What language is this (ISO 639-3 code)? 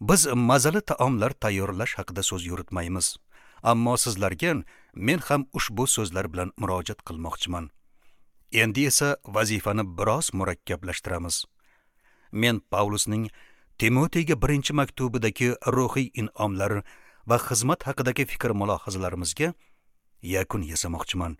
uzb